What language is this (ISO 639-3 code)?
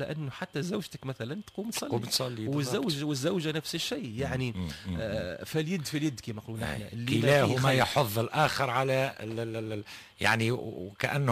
aeb